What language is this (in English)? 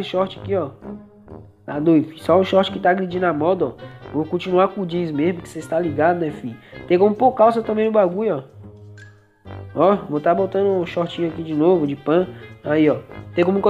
Portuguese